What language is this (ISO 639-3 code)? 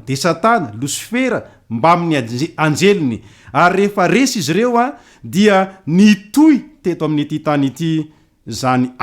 mlg